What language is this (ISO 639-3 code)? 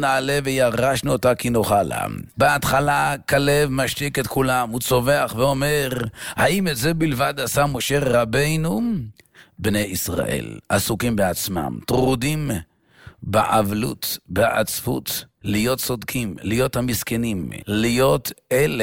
heb